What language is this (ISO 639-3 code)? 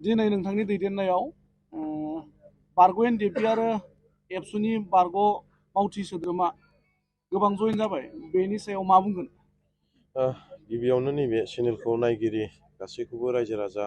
brx